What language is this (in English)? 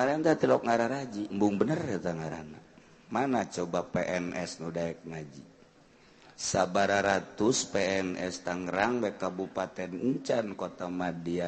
Sundanese